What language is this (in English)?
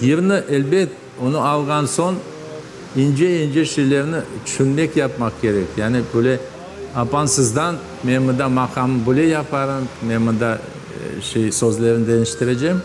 Crimean Tatar